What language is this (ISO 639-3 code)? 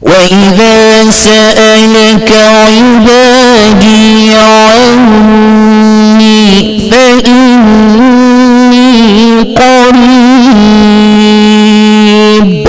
ful